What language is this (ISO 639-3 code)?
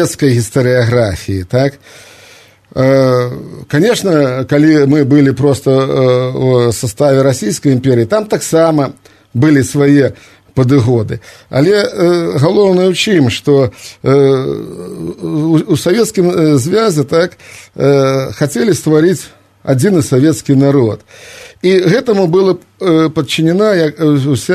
bel